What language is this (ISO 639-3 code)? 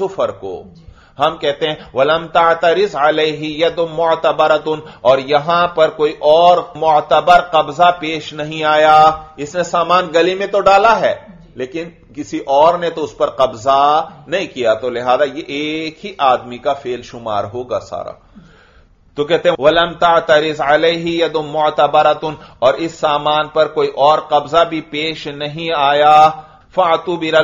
urd